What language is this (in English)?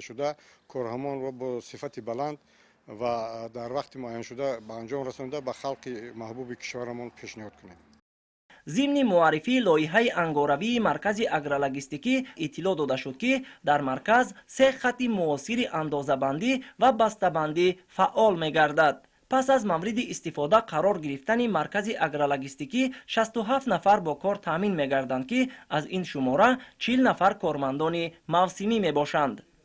Tajik